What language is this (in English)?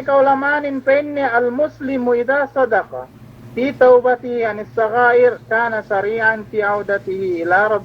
Yakan